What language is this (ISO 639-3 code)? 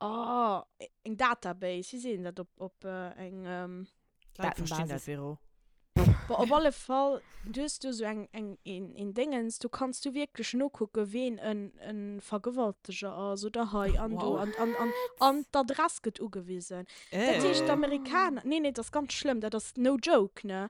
ltz